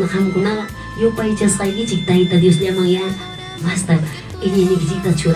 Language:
Ayacucho Quechua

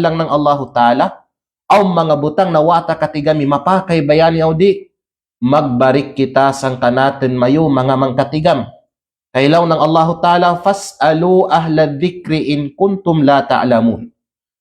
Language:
Kalagan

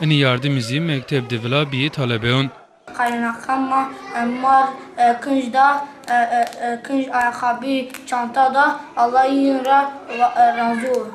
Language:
Zaza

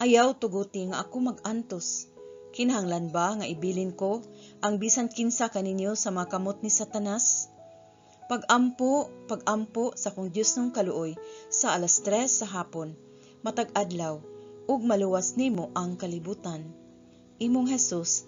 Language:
Cebuano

